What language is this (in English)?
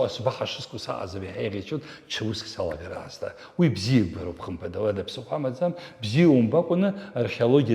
Abkhazian